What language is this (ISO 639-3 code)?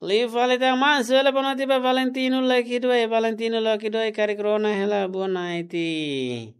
tet